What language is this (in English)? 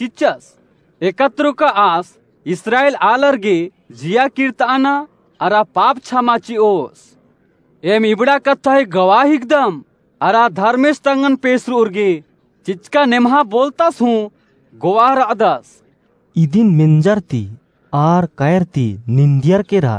Kurukh